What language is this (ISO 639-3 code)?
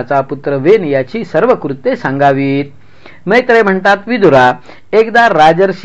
mar